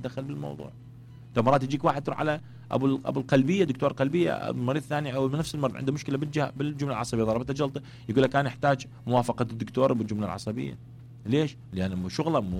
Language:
Mesopotamian Arabic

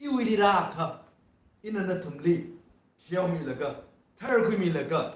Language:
Tangkhul Naga (India)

